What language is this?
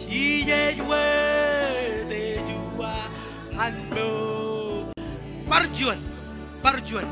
Marshallese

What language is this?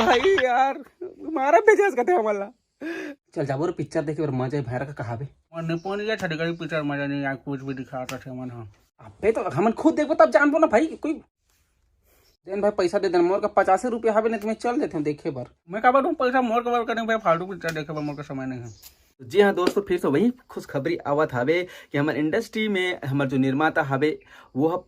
Chhattisgarhi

